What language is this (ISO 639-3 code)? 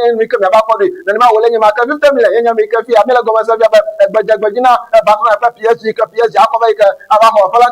ewe